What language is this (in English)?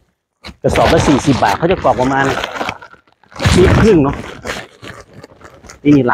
Thai